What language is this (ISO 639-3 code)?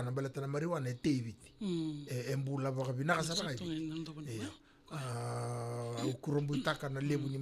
fij